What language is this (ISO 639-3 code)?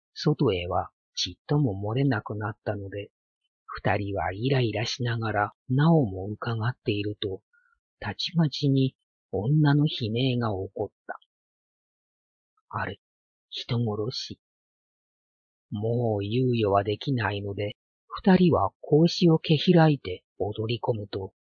jpn